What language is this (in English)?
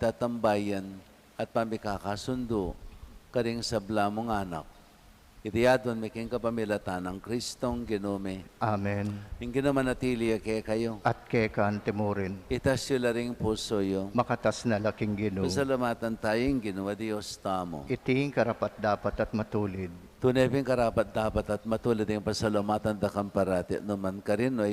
Pampanga